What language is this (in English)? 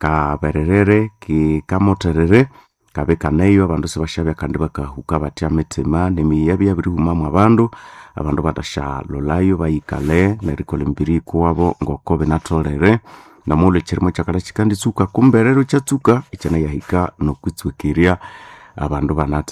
Nande